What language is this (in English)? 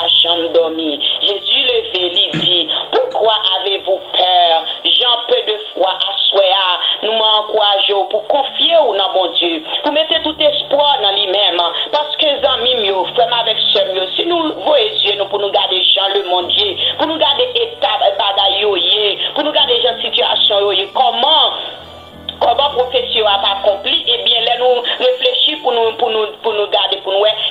Haitian Creole